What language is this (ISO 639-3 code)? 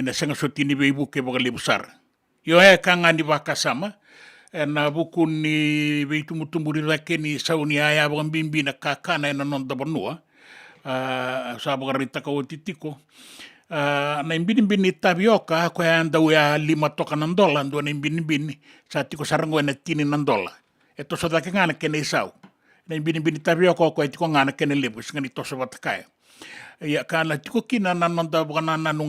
fij